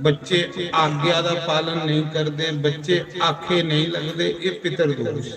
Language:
Dogri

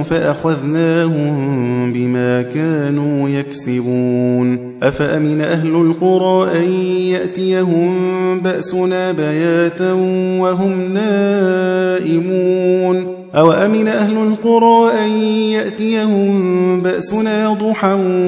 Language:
Arabic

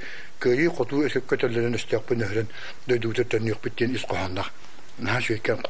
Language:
Yakut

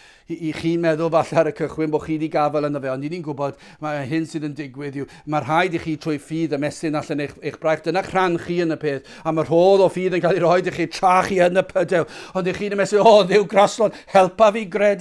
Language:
Welsh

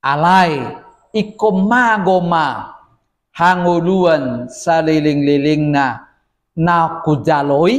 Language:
Batak Toba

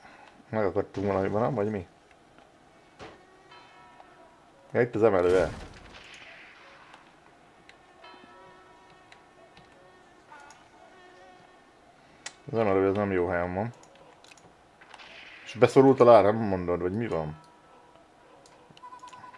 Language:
Hungarian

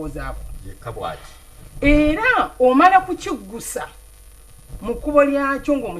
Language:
Ganda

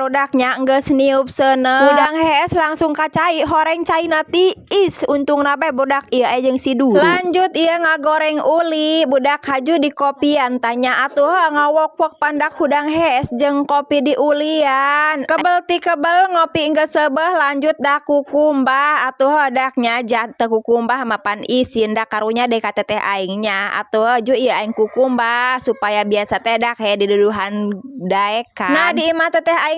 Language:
Sundanese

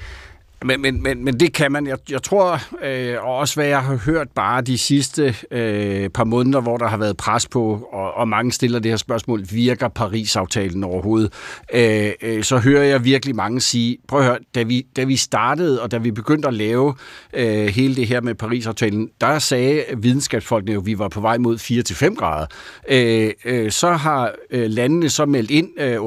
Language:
Danish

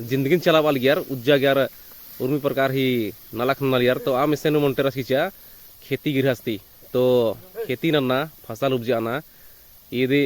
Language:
Kurukh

